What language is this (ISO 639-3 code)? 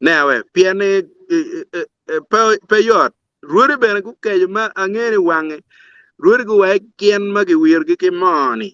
ach